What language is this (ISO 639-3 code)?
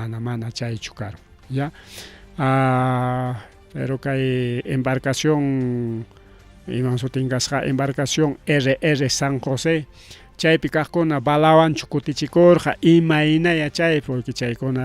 quy